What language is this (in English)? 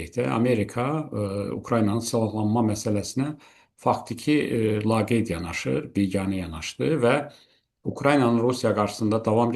Azerbaijani